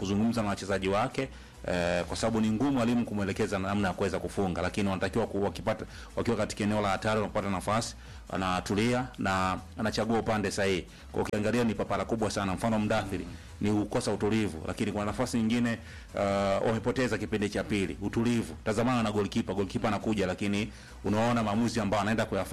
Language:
Swahili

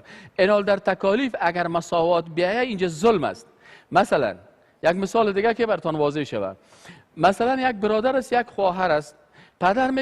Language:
Persian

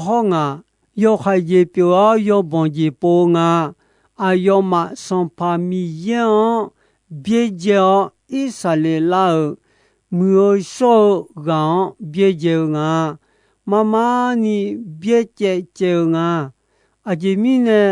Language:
Akha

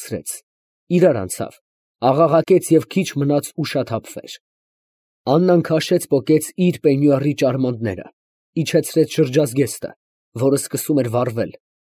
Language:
Armenian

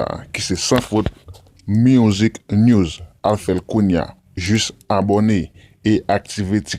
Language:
Haitian Creole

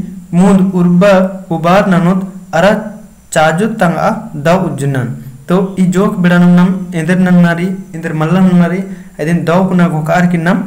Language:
Kurukh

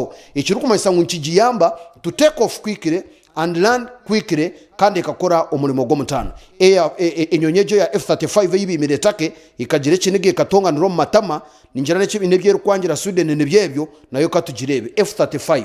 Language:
Nyankole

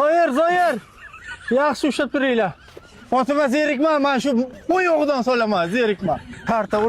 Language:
Uzbek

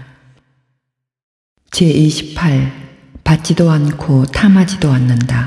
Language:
Korean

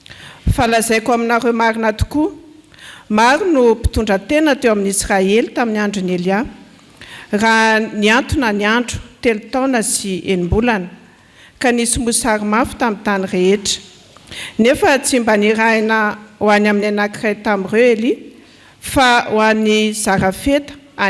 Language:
Malagasy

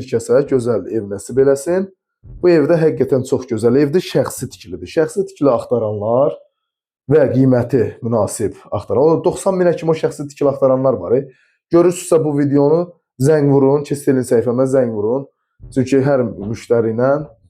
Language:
Azerbaijani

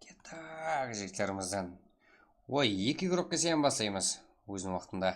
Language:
Kara-Kalpak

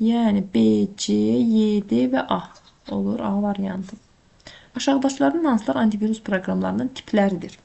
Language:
Azerbaijani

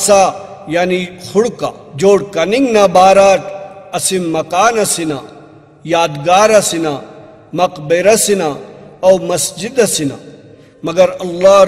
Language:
Brahui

